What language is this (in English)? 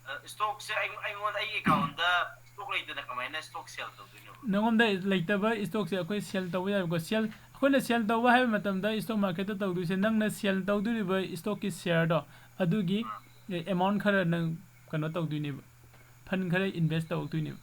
Manipuri